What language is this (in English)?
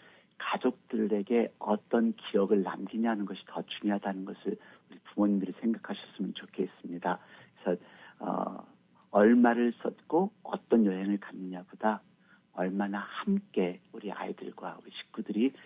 Korean